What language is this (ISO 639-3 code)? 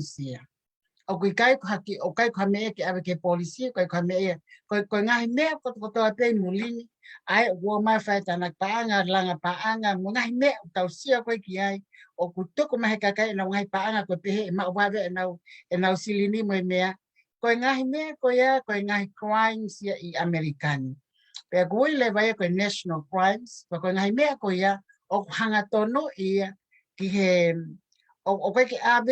ton